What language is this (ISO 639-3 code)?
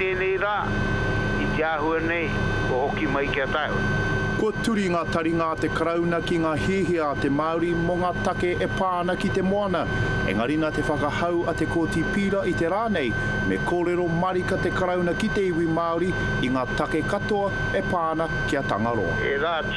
mri